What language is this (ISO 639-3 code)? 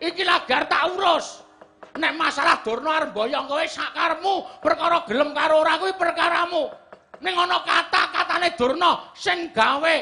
jav